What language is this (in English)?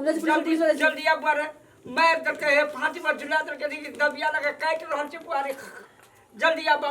Maithili